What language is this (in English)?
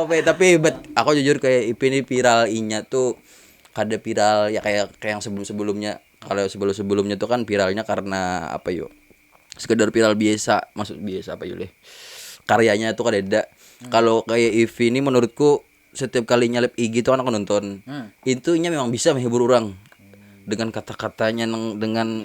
Banjar